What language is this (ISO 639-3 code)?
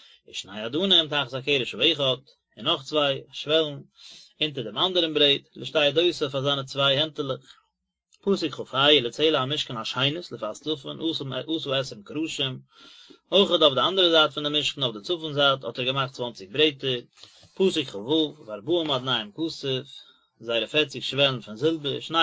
yid